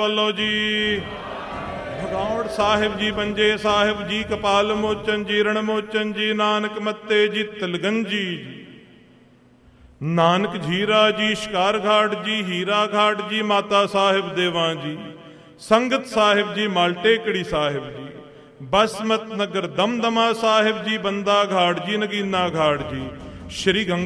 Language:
Punjabi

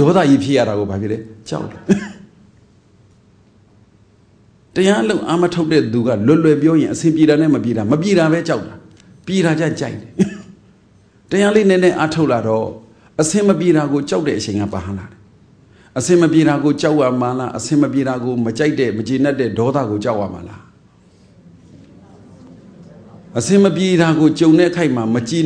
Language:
Burmese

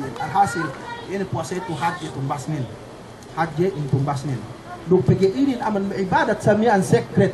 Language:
Yakan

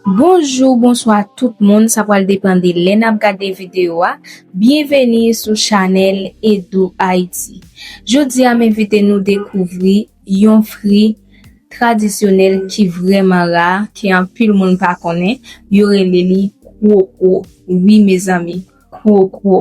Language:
Haitian Creole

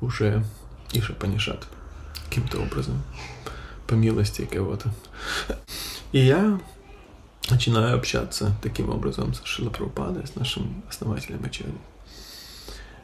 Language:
Russian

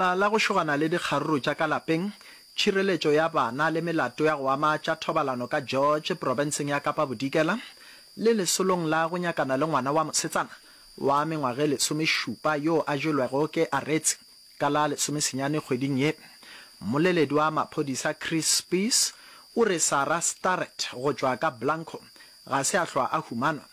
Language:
Northern Sotho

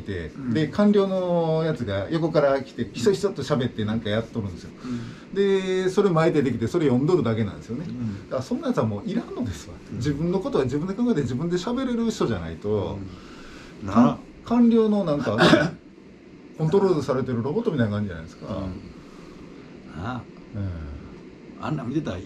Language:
Japanese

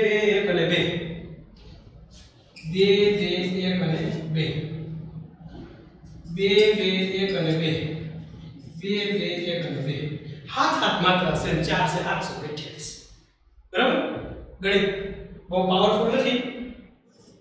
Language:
Gujarati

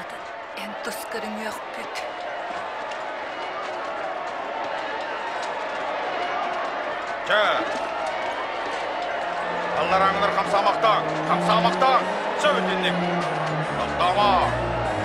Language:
Yakut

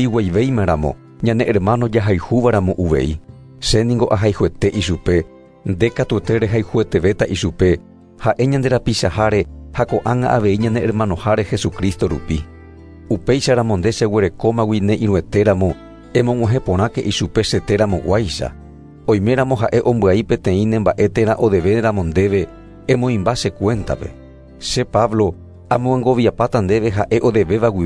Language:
Guarani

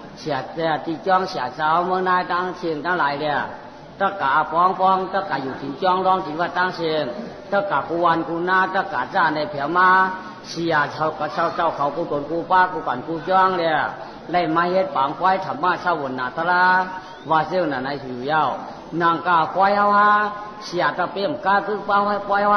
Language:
Shan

